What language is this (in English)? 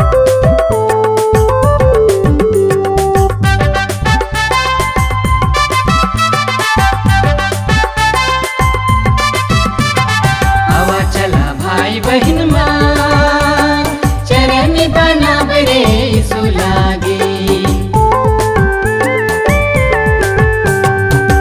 Sadri